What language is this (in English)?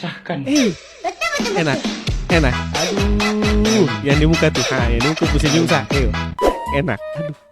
Ambonese Malay